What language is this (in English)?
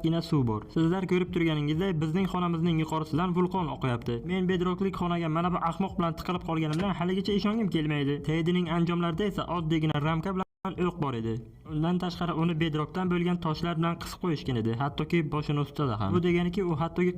Uzbek